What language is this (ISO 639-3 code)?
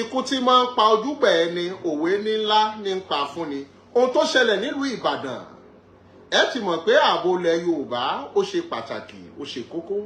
yor